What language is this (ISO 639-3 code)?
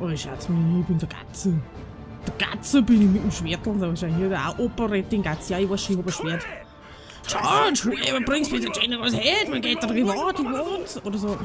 bar